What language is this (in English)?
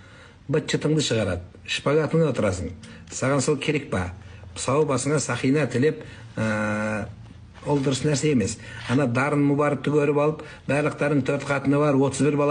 Kazakh